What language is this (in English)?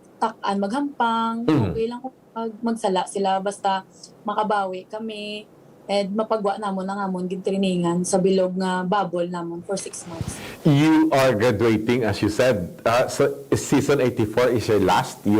Hiligaynon